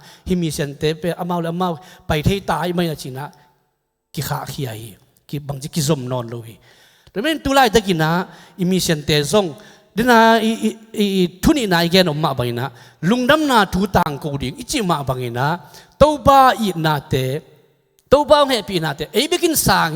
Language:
Tedim Chin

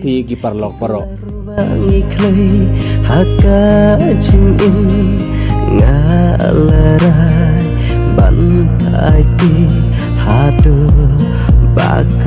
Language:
Khasi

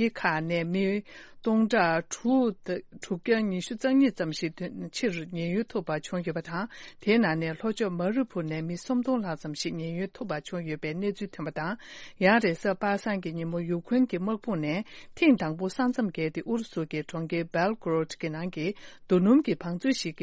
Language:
Tibetan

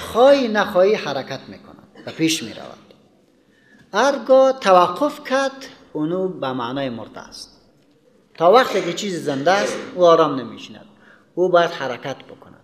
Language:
Persian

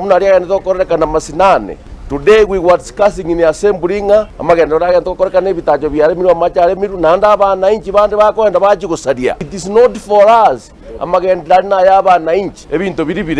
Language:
Gusii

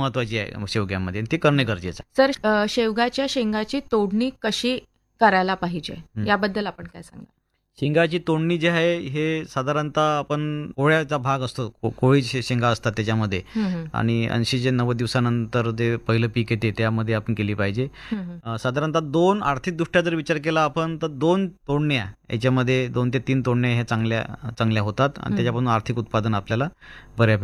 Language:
Marathi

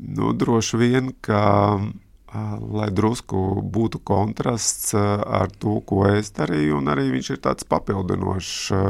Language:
Latvian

